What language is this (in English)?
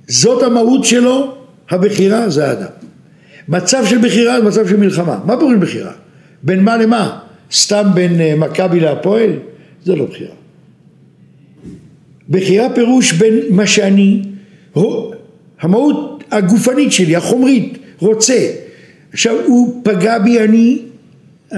Hebrew